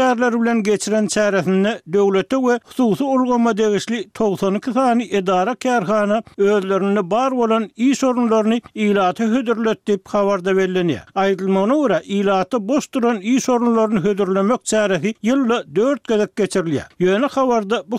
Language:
Turkmen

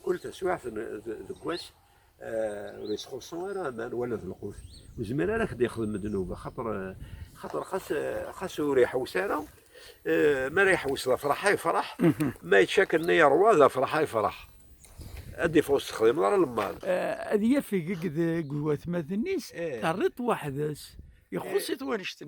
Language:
Kabyle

